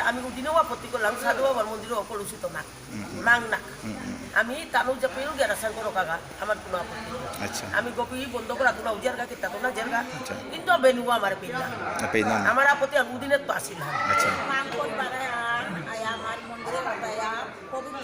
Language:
Bishnupriya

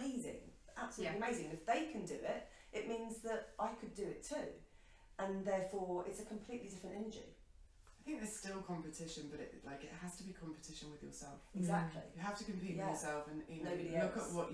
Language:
English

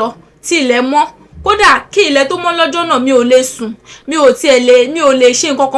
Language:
Yoruba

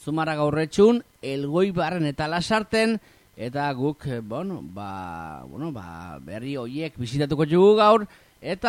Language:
Basque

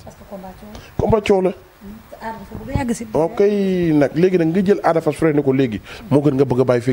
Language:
Wolof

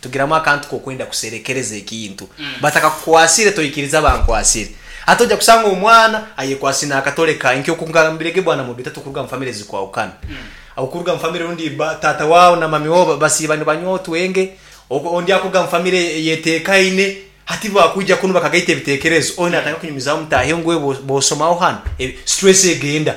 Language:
Nyankole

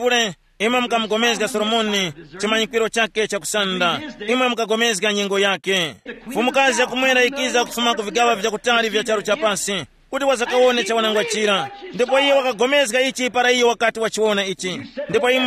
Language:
Tumbuka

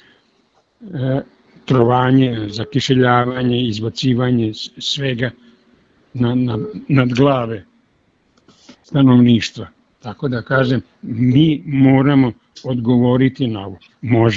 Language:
Serbian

